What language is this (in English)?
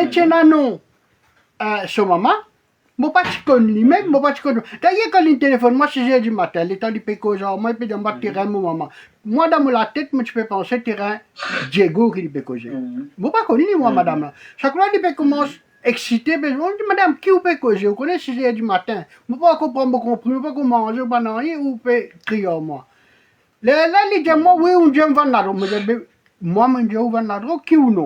Morisyen